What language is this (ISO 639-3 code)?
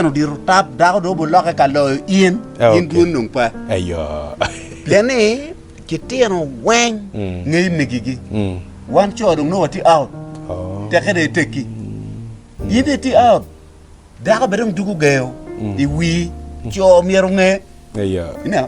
ach